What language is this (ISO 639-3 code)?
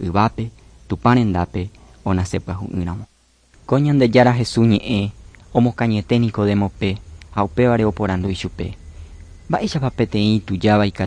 grn